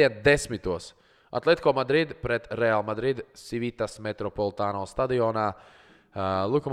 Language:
Latvian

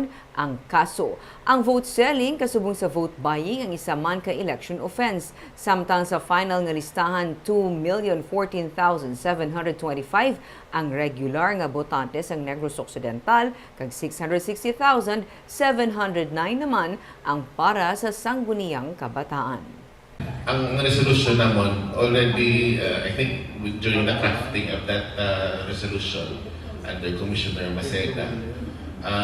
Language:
Hiligaynon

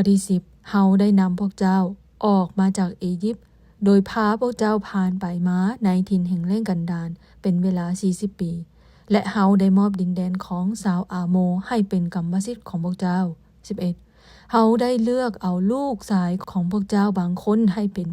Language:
Lao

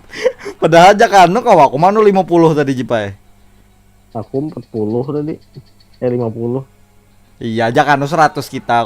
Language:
Banjar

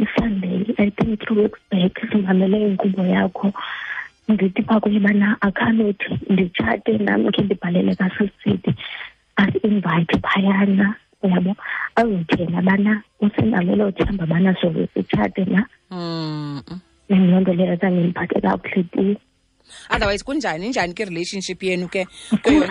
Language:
Xhosa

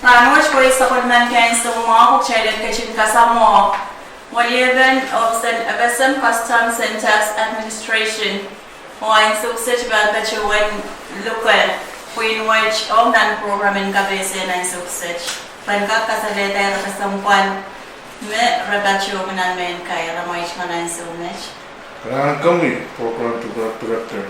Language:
Pohnpeian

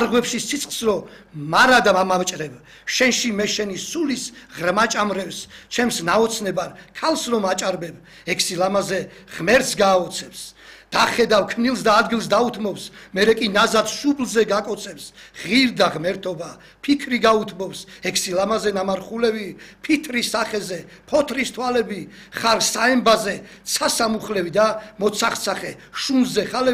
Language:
Georgian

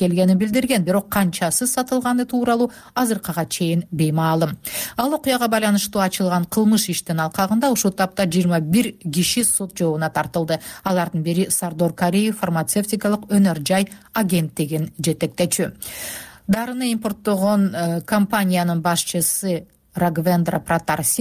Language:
Kyrgyz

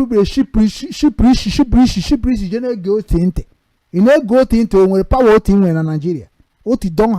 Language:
Igbo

